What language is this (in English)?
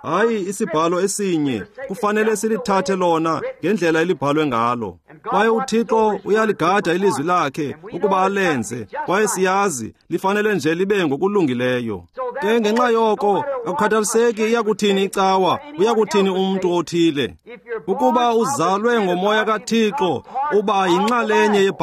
Xhosa